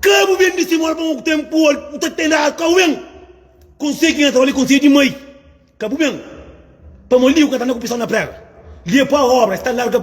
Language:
Kabuverdianu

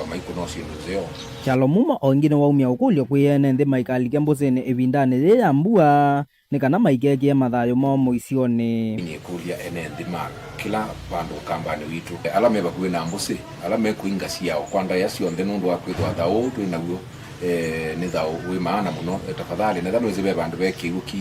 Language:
Kamba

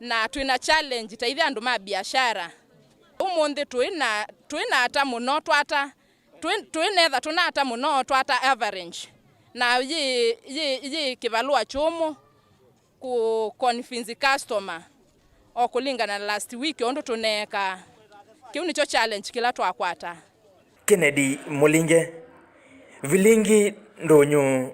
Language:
Kamba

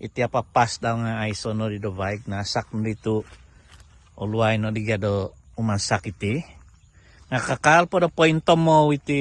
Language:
Central Dusun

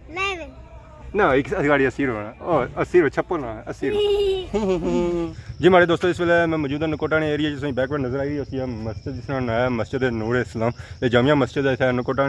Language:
Pahari-Potwari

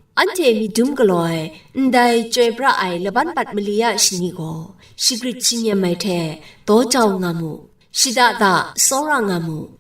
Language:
Kachin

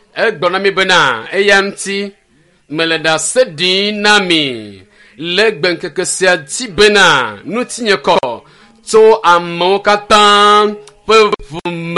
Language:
Ewe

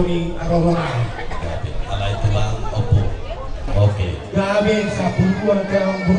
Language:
Batak Toba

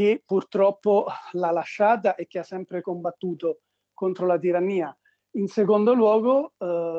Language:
Italian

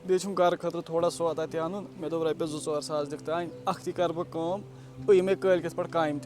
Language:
Kashmiri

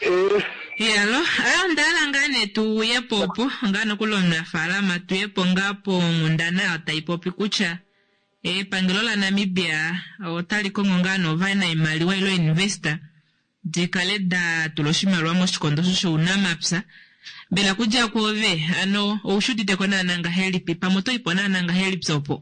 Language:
Kuanyama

